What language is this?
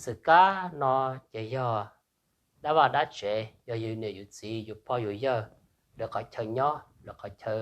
Hmong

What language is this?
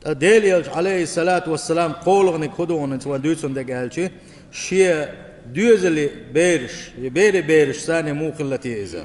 Chechen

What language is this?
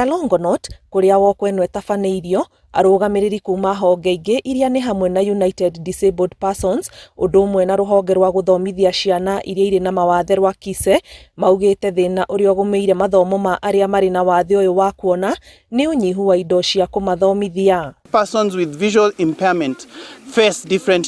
Kikuyu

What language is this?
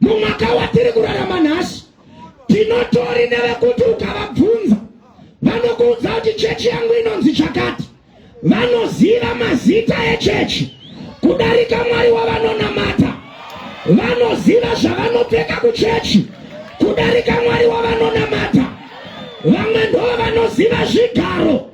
Shona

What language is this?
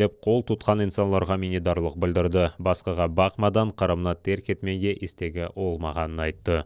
Crimean Tatar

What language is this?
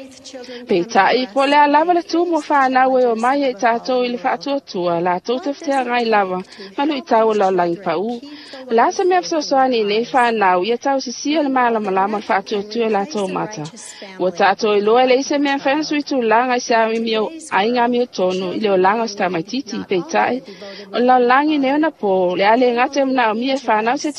Samoan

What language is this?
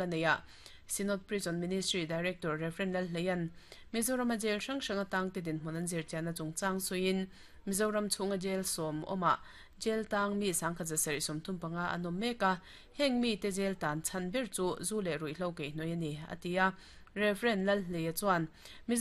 Mizo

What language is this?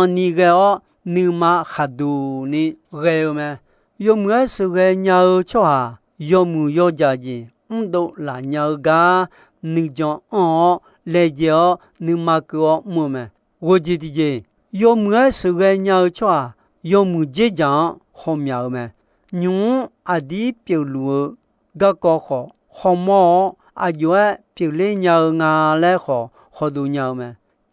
Akha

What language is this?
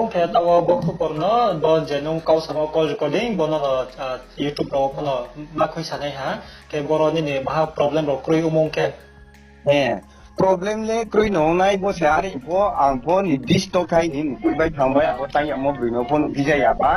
Riang (India)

